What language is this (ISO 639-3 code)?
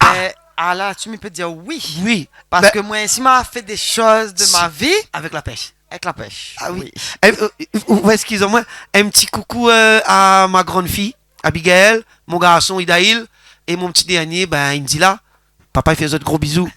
rcf